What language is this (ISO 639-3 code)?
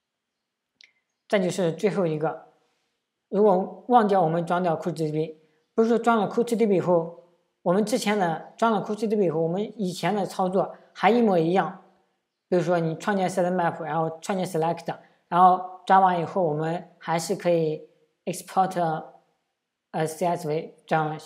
zho